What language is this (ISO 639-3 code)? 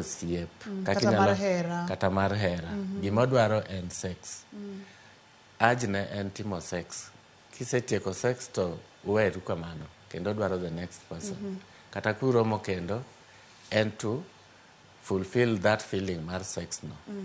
luo